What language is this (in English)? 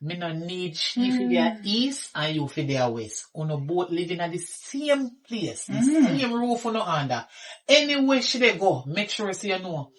Jamaican Creole English